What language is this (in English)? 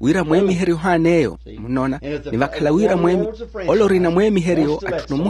Makhuwa